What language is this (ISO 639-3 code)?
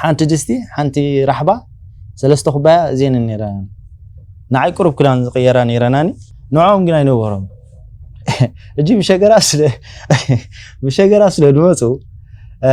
tir